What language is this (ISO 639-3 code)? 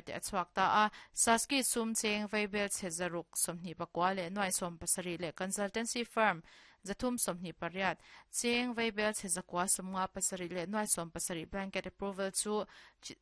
lus